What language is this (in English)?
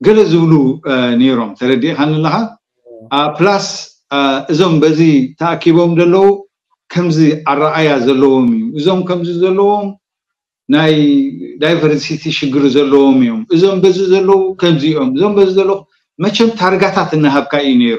Tigrinya